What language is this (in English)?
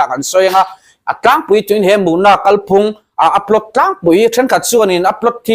Mizo